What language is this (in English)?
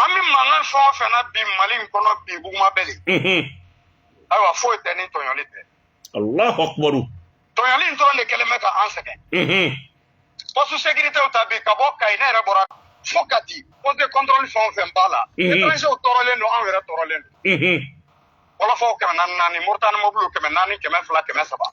Bambara